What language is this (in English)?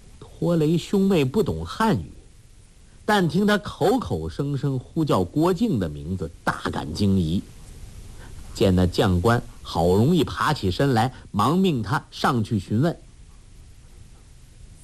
Chinese